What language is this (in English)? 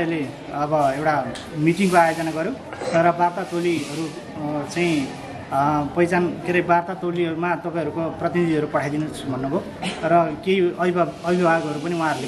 Nepali